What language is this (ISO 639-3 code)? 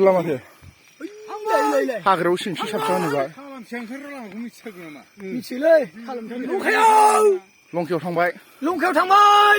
brx